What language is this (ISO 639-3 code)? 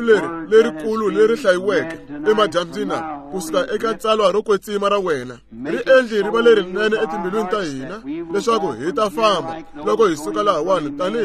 tso